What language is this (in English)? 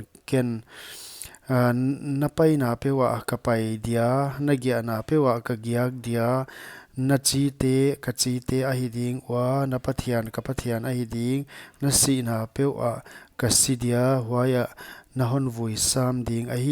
Paite Chin